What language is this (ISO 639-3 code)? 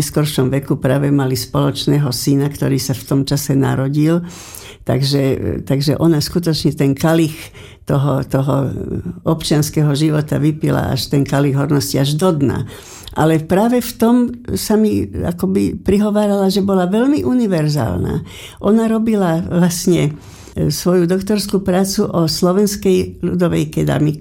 slk